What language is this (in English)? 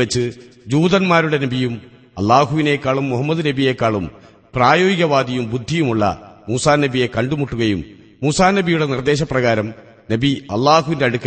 Malayalam